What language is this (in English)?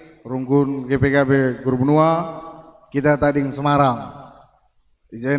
Batak Karo